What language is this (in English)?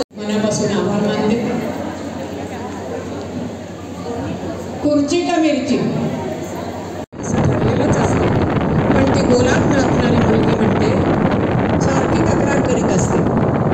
Marathi